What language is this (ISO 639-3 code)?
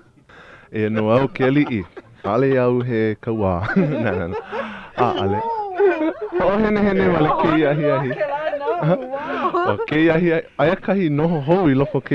haw